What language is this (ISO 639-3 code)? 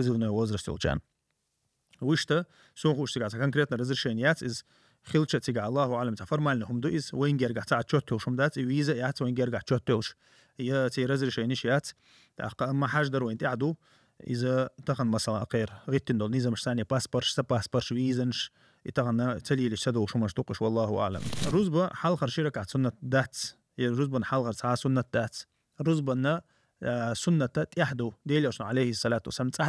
che